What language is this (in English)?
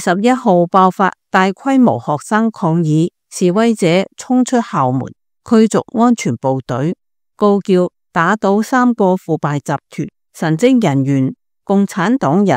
Cantonese